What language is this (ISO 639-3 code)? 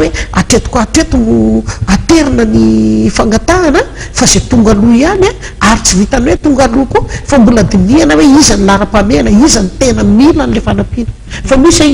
mlg